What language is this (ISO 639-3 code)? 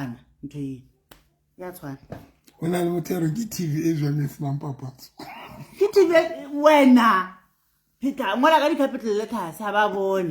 sot